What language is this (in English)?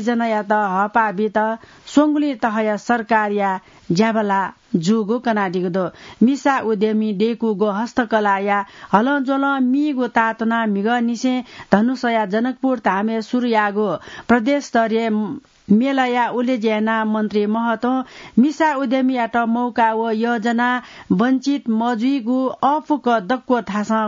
Newari